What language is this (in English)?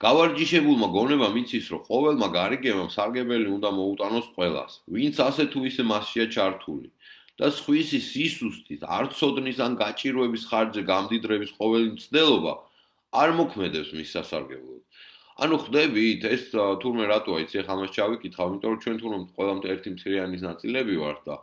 Georgian